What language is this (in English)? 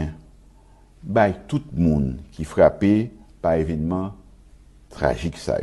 Haitian Creole